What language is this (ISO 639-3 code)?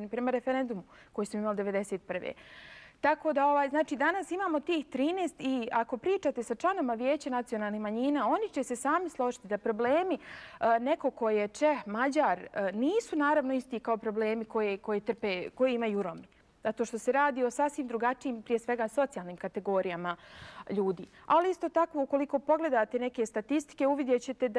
bos